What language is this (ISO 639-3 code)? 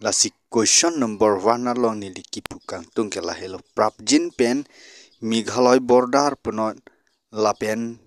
mjw